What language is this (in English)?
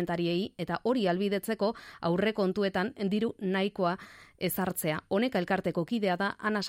Basque